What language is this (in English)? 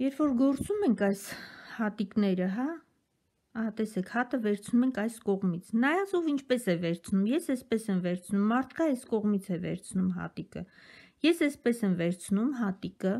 Armenian